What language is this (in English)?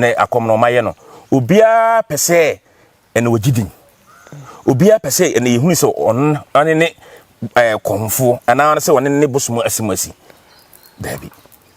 Akan